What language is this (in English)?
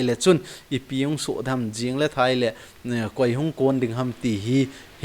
Thado Chin